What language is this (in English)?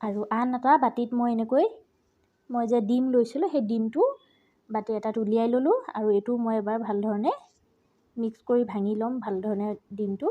Assamese